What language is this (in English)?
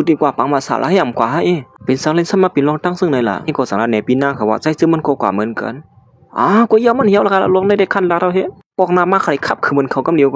Shan